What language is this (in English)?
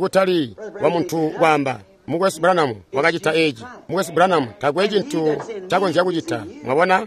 Tonga (Zambia)